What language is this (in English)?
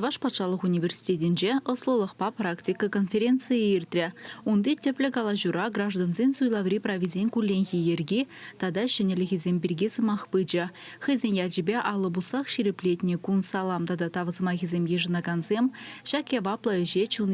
Chuvash